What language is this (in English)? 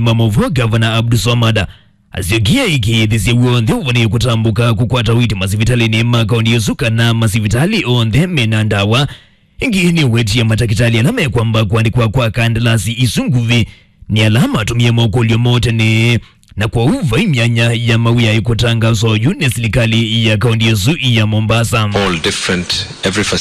Kamba